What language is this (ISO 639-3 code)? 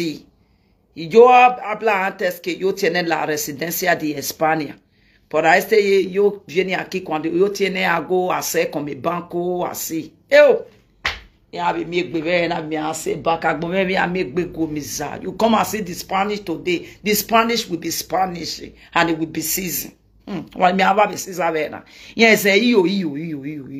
pcm